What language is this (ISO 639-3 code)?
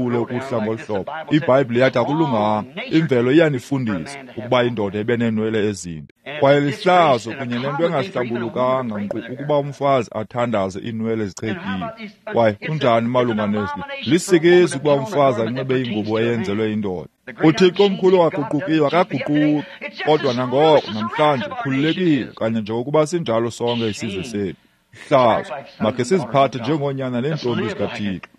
xho